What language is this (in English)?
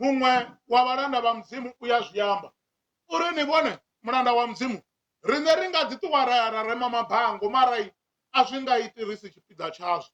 Venda